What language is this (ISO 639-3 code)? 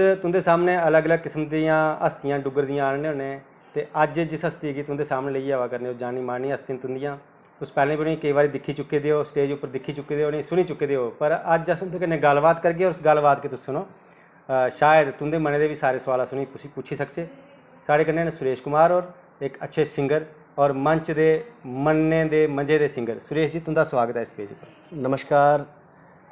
doi